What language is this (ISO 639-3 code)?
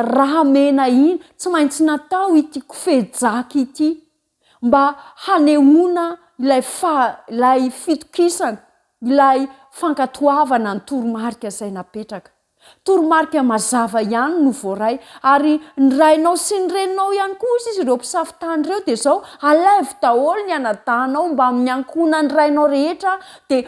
mlg